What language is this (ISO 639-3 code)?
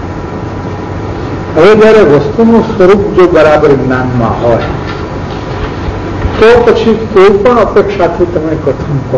guj